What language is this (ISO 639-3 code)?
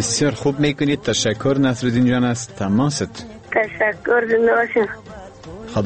fas